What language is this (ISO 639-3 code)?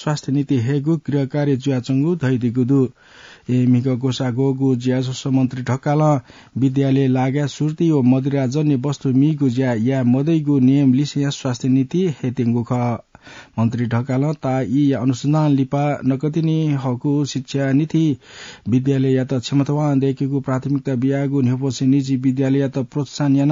new